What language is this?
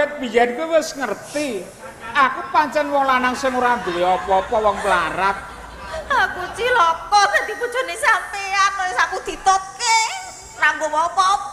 Javanese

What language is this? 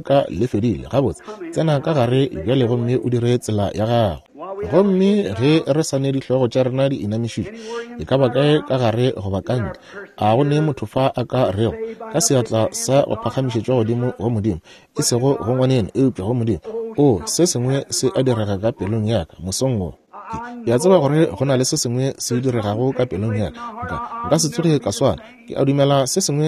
Northern Sotho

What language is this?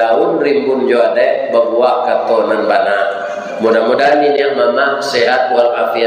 Minangkabau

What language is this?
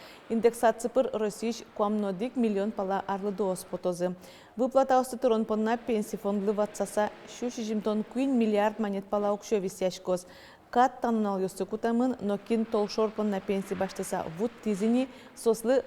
Udmurt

